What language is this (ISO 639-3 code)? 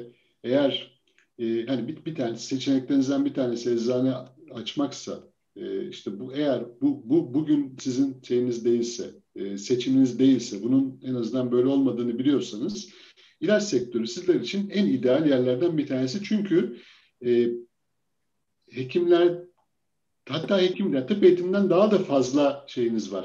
tur